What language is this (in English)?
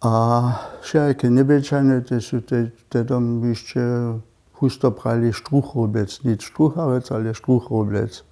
Upper Sorbian